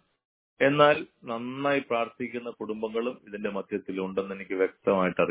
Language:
Malayalam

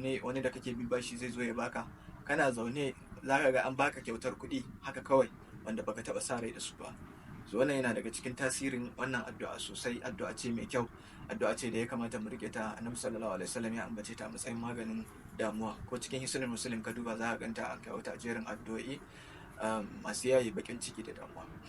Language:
Hausa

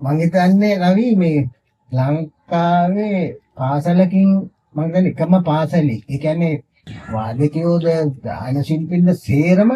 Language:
Sinhala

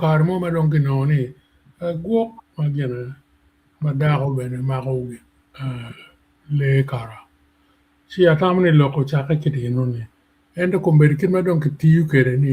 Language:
Acoli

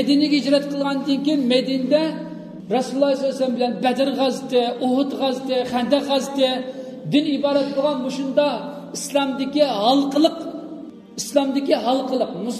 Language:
Uyghur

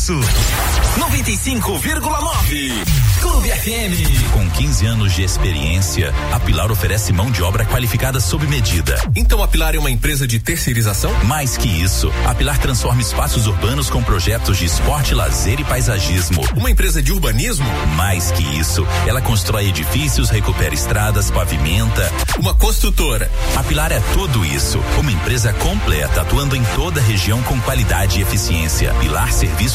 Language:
Portuguese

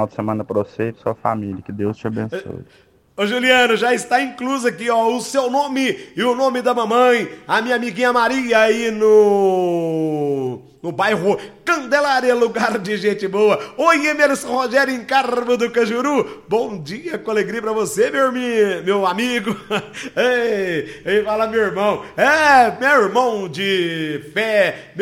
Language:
Portuguese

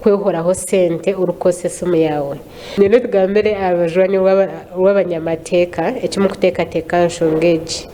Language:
Nyankole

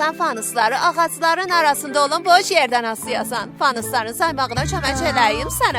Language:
South Azerbaijani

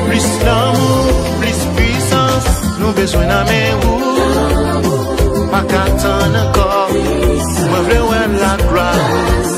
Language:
Haitian Creole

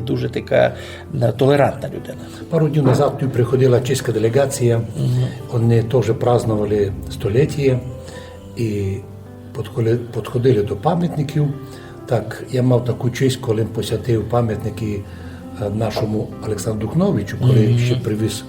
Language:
Rusyn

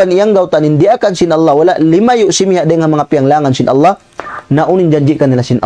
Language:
Tausug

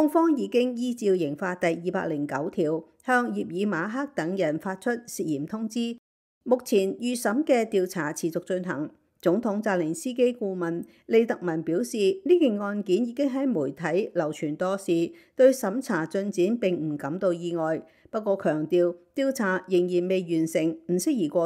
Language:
Cantonese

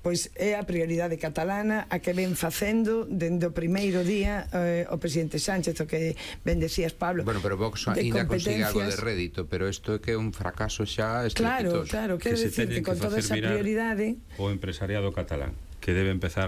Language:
Galician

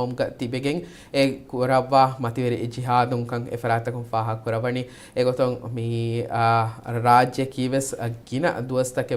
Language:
Divehi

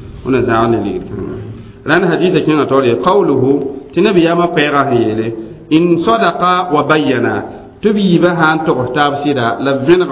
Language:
Mossi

